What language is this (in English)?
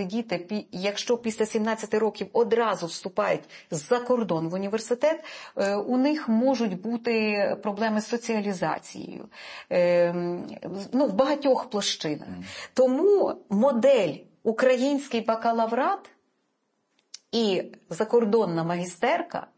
Ukrainian